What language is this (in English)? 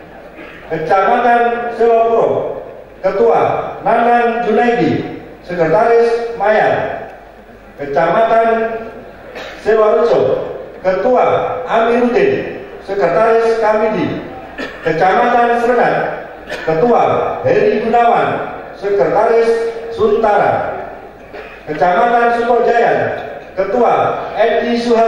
Indonesian